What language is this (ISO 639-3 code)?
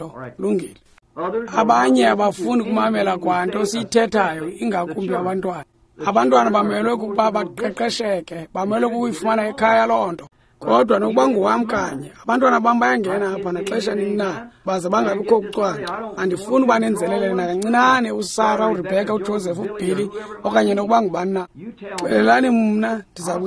xho